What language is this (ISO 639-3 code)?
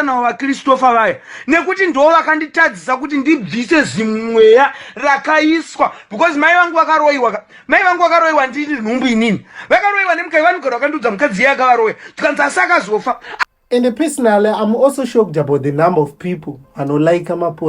sna